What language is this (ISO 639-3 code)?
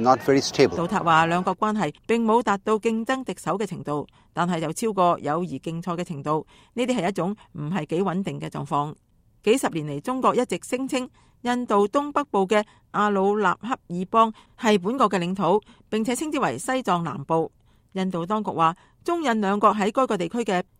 yue